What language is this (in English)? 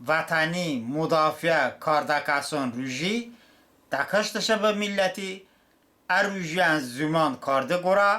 Talysh